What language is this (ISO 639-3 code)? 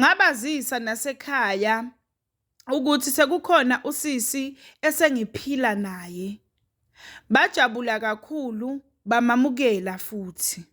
zul